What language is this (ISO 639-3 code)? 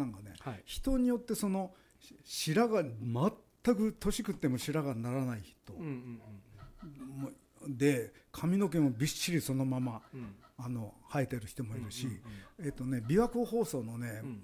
jpn